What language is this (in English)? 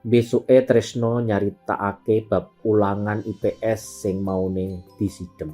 Javanese